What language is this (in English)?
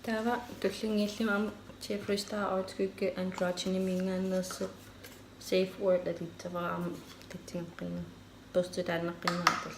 Kalaallisut